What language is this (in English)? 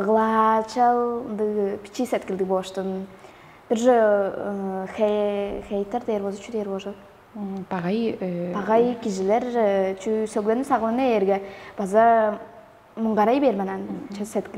Tuvinian